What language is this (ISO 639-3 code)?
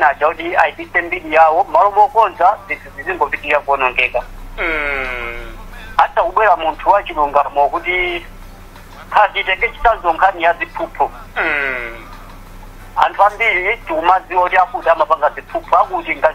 nya